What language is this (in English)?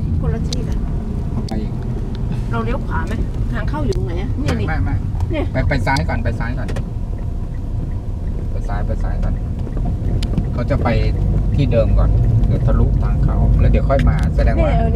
Thai